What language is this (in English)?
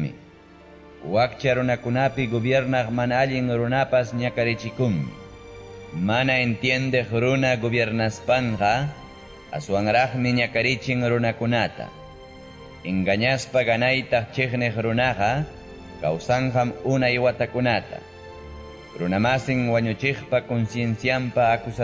Ayacucho Quechua